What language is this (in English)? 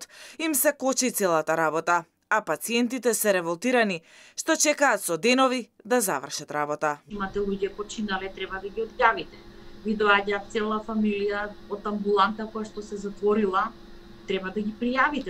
Macedonian